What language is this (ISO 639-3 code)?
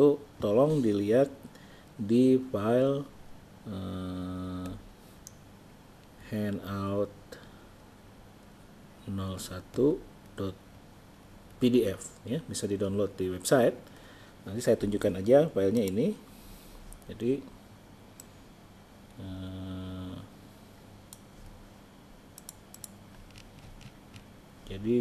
ind